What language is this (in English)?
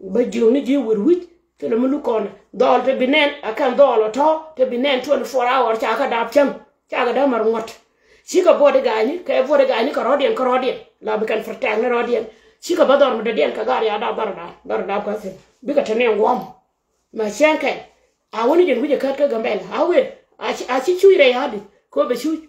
Nuer